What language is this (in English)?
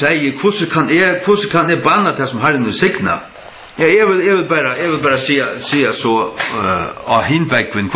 Faroese